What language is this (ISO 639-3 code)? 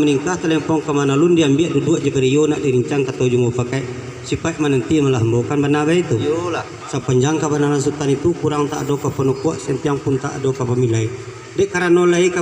min